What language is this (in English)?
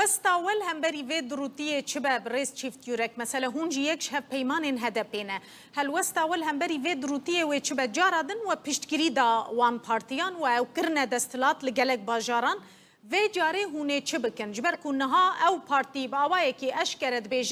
Kurdish